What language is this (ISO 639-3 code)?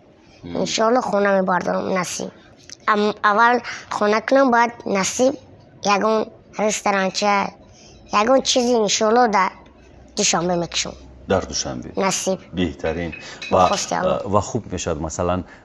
tgk